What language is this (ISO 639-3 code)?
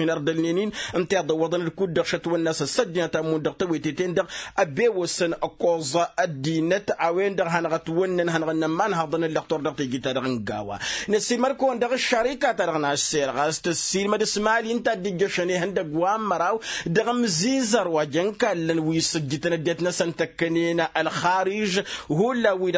taq